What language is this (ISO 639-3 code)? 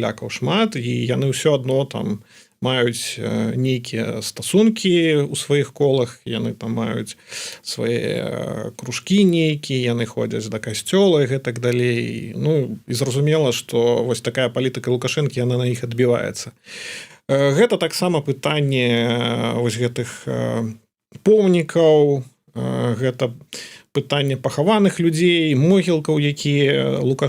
bel